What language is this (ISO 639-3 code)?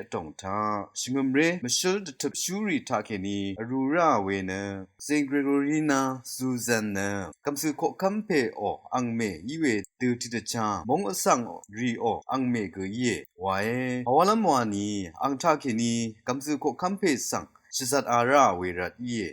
raw